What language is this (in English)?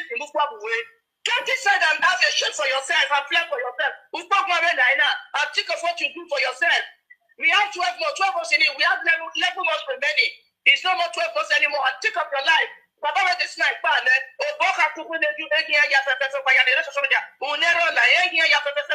Nigerian Pidgin